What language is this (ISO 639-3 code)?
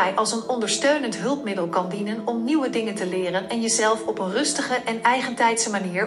nld